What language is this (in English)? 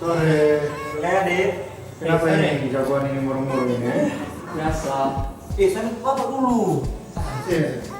Manado Malay